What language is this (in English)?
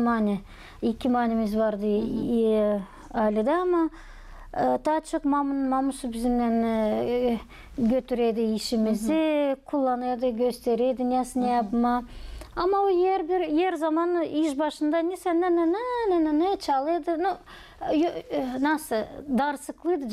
Gagauz